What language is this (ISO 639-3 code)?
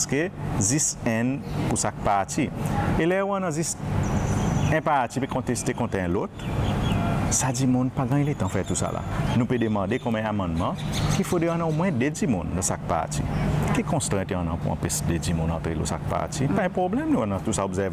crs